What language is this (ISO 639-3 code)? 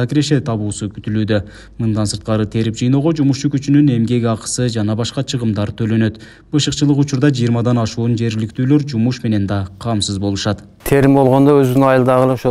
kir